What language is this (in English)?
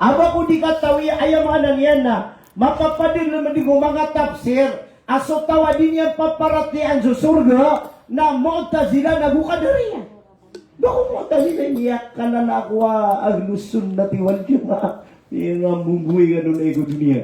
Maranao